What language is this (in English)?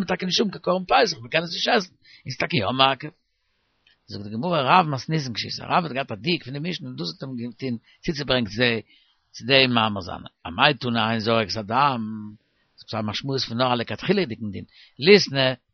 Yiddish